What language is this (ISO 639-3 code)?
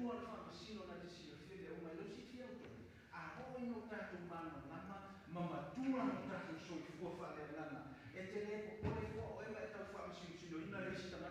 smo